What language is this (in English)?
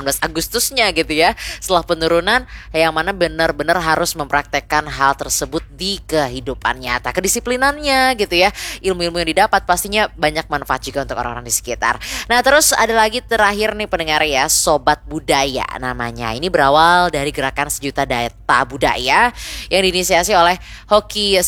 Indonesian